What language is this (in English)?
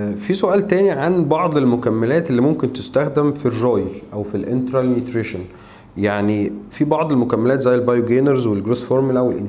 Egyptian Arabic